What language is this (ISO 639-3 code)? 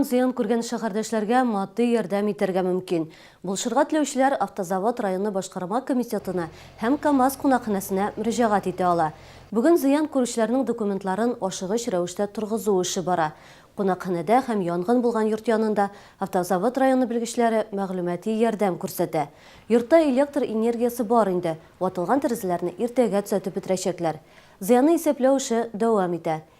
tat